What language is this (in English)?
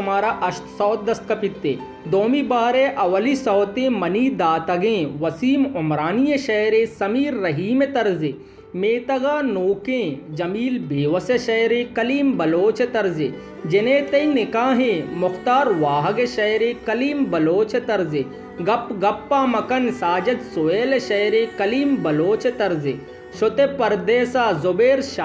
Baluchi